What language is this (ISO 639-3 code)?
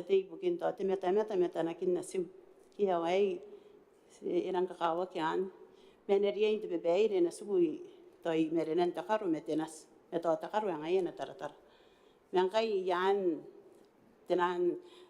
gil